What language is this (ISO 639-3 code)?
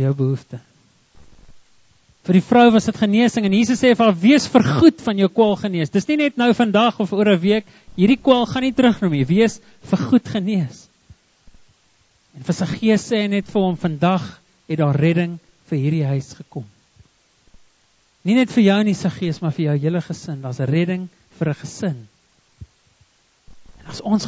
afr